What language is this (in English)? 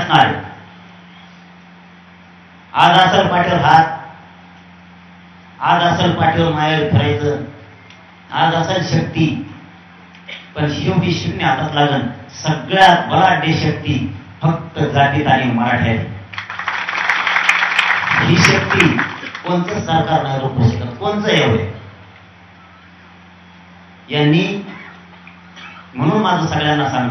Marathi